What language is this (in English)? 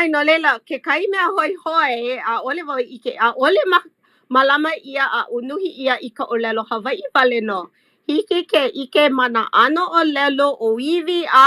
Hawaiian